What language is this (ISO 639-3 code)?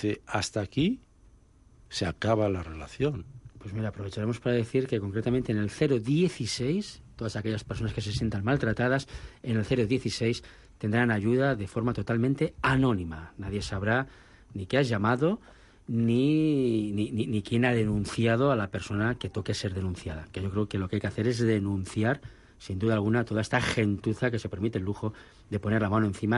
spa